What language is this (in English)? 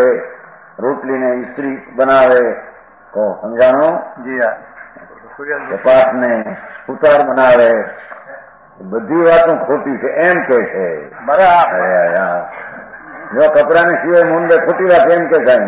Gujarati